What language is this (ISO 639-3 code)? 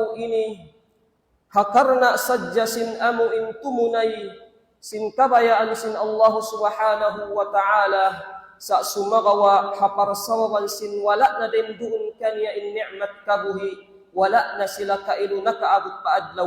tsg